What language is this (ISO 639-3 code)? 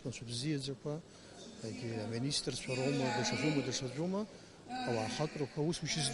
abk